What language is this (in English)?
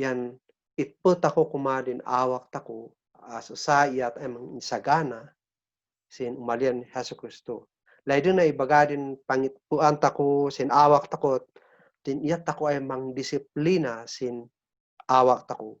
Kankanaey